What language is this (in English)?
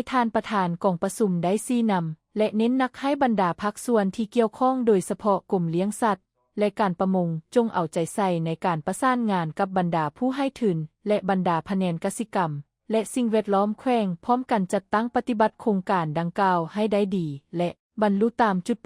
Lao